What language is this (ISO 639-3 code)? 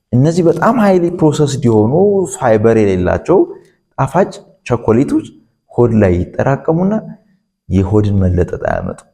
amh